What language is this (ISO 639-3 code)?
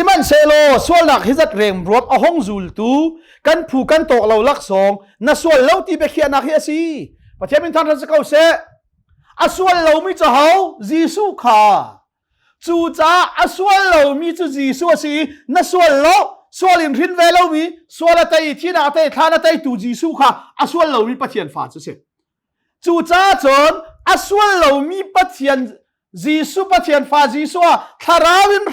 cnh